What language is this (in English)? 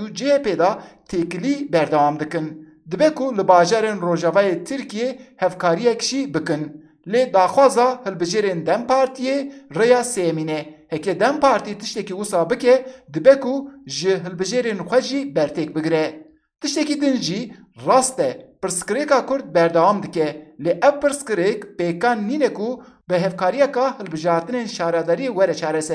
Kurdish